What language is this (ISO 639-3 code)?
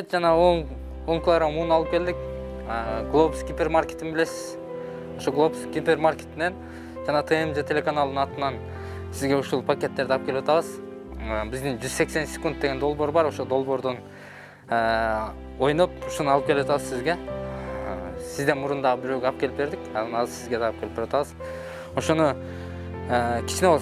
kir